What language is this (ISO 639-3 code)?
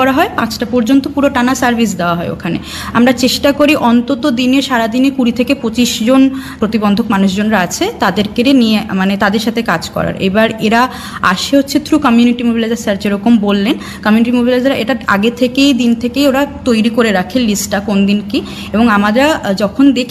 ben